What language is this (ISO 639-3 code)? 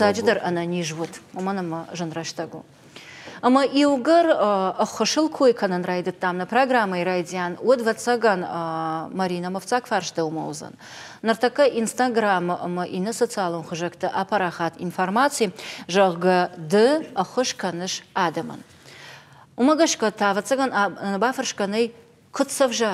oss